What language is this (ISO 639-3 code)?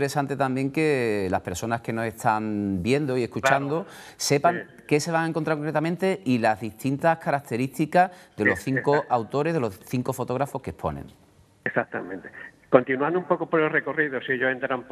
spa